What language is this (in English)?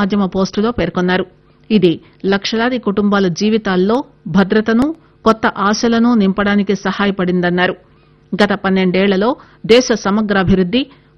Telugu